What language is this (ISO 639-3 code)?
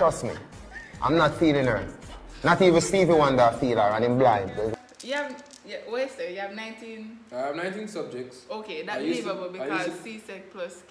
jam